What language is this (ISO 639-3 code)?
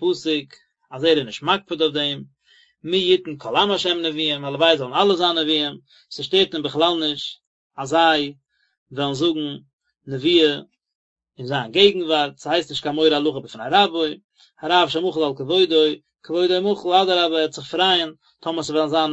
yid